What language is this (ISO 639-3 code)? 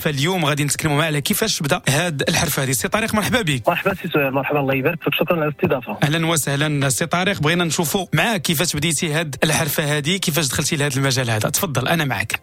ary